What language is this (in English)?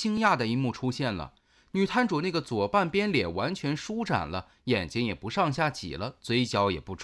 Chinese